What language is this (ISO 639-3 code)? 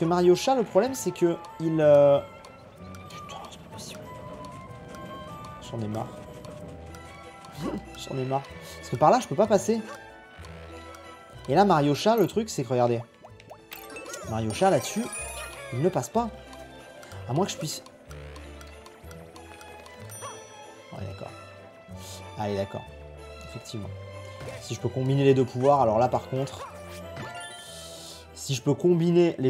fra